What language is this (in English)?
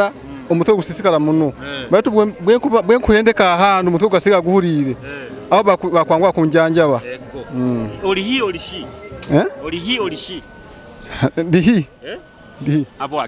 Nyoro